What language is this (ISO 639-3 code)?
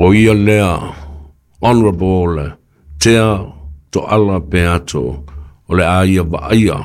smo